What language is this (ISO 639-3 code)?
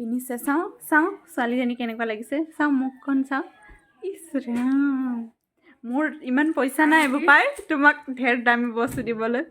asm